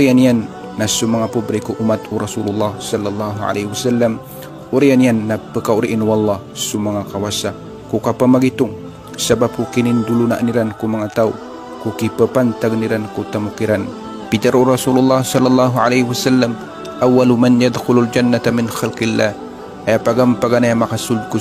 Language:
Maranao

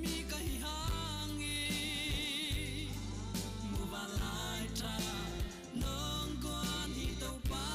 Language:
Tedim Chin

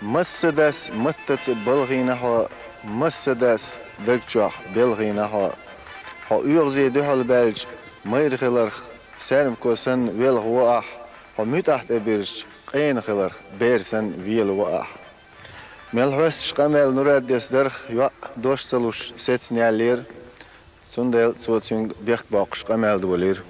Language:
Chechen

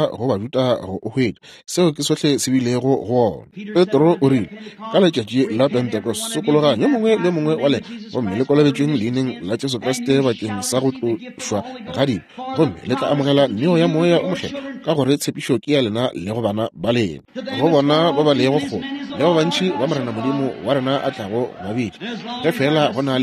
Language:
Northern Sotho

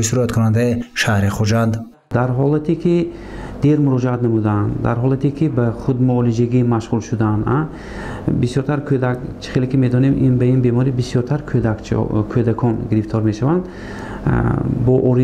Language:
Tajik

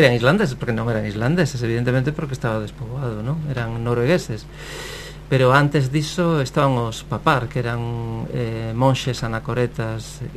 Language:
Galician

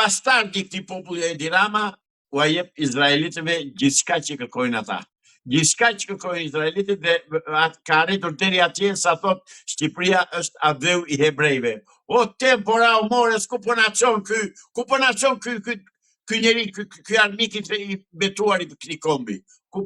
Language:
Albanian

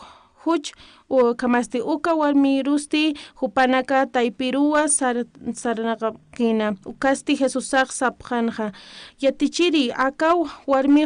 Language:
Aymara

